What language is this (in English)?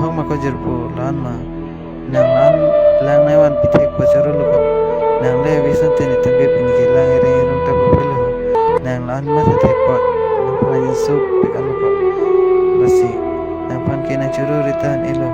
Karbi